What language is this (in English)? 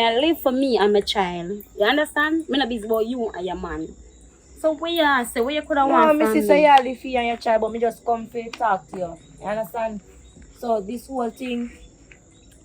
Jamaican Creole English